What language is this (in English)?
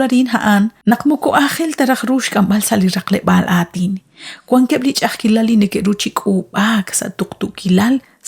Kekchí